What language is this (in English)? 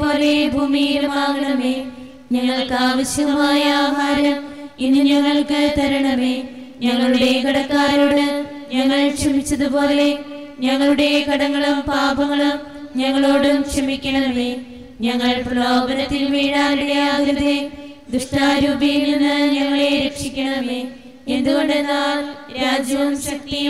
Malayalam